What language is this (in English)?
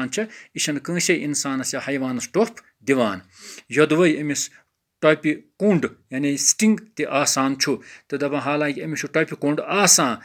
Kashmiri